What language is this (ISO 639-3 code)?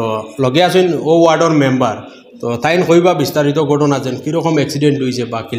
syl